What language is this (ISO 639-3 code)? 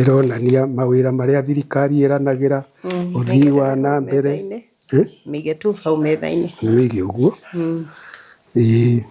kik